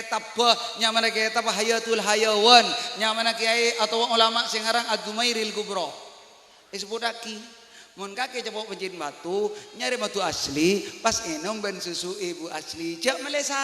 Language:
Madurese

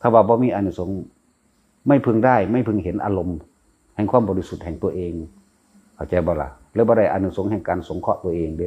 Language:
Northeastern Thai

